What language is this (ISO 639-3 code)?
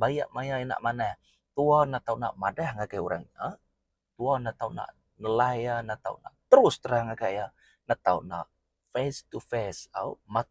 iba